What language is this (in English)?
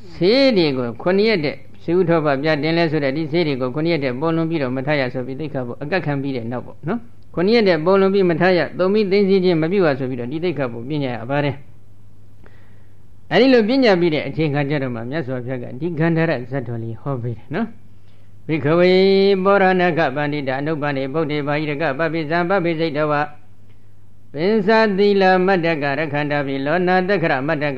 Burmese